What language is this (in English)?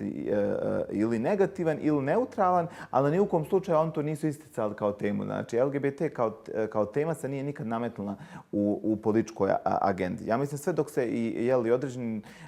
Bosnian